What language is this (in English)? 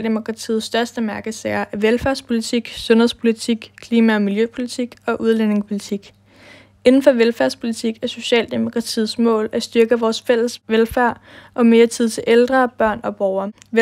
Danish